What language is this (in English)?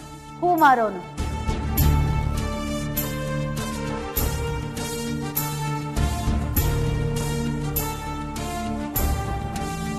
Kannada